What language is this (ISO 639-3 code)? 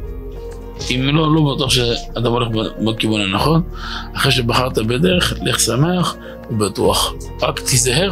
heb